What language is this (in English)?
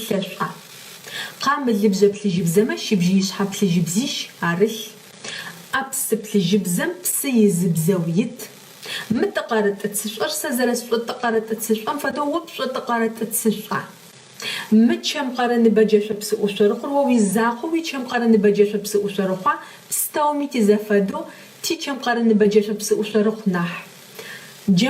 Adyghe